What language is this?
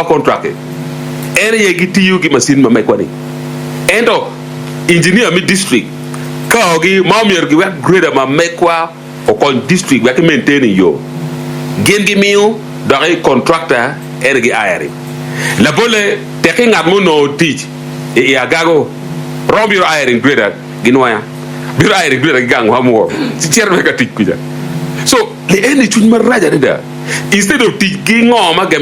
Acoli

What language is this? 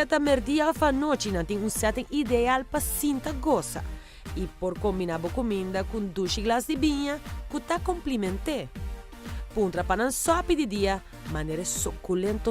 Papiamento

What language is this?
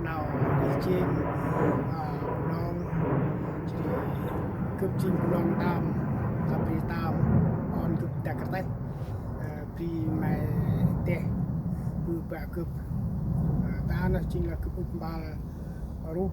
Central Mnong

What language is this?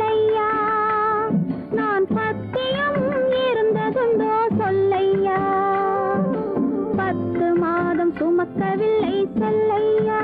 Tamil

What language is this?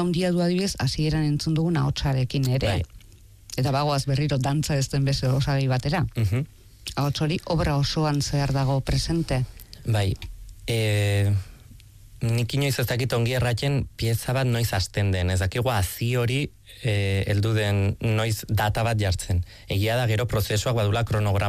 Basque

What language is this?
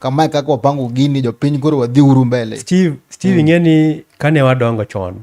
Luo (Kenya and Tanzania)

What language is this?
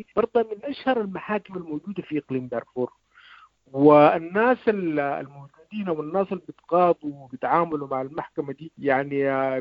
Sudanese Arabic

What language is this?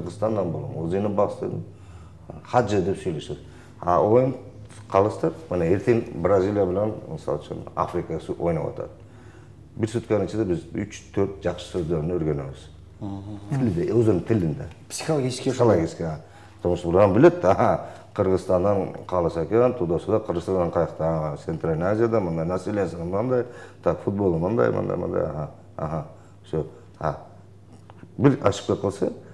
Kyrgyz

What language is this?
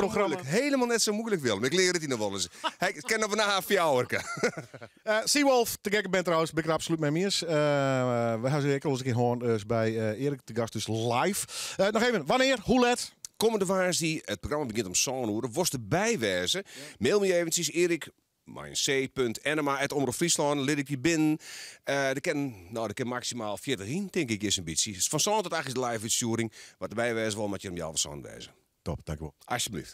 Western Frisian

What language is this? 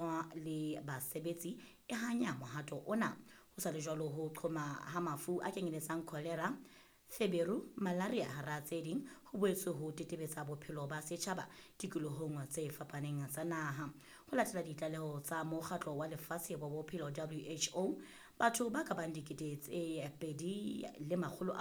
Southern Sotho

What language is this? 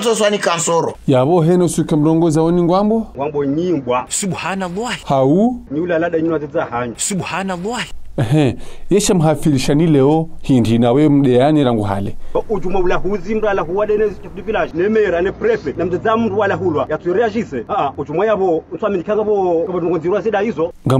Ngazidja Comorian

